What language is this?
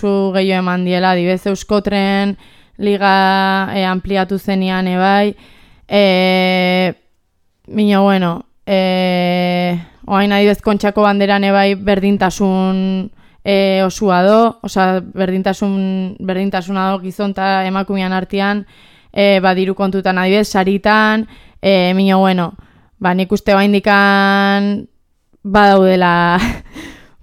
Basque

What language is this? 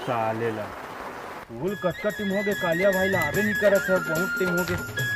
Chhattisgarhi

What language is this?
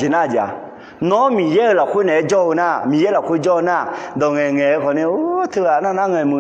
Akha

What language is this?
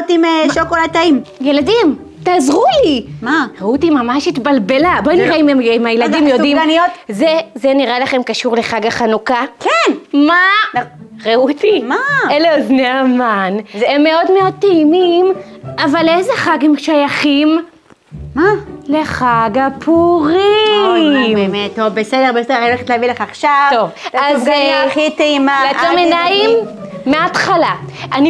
Hebrew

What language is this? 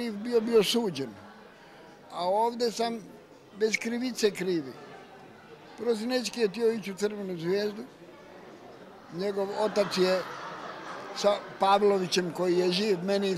Croatian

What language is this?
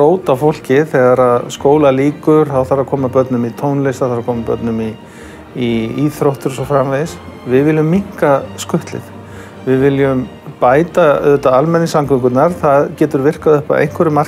Icelandic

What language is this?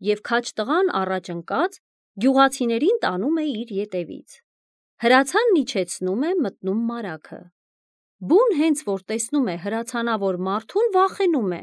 Armenian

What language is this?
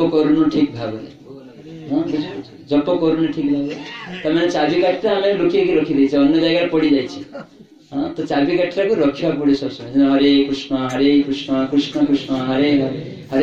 Odia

